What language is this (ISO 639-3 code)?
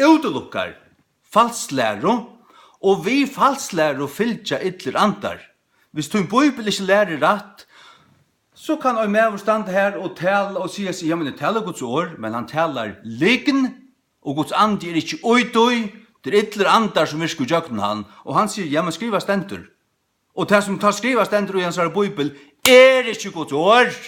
fao